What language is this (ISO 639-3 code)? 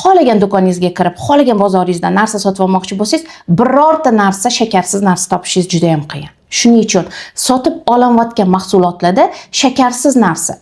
uzb